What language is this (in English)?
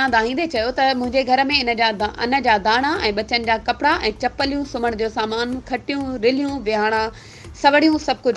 Sindhi